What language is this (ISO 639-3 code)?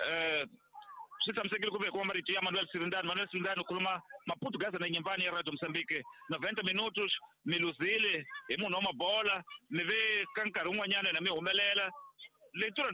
tso